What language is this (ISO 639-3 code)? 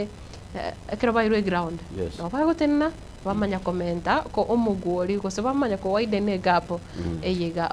guz